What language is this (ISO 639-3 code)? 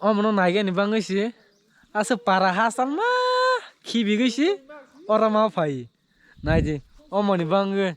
trp